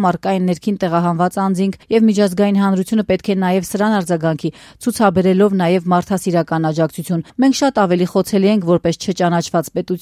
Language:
Armenian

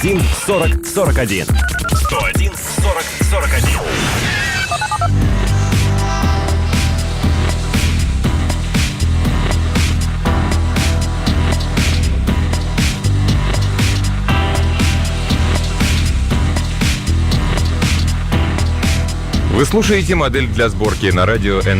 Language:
Russian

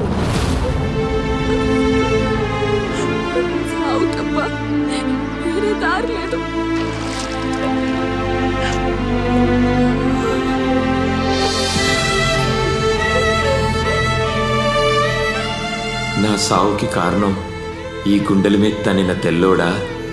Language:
Telugu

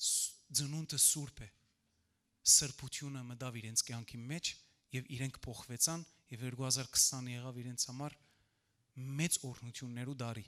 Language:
Western Armenian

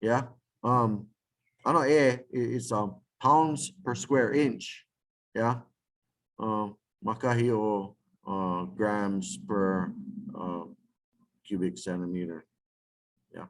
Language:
Hawaiian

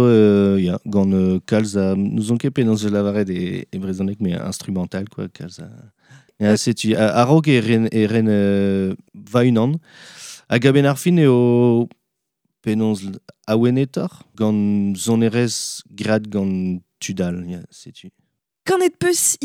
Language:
Breton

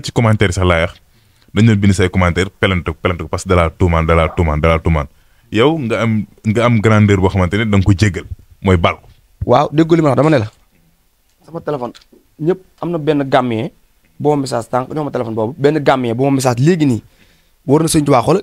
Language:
Wolof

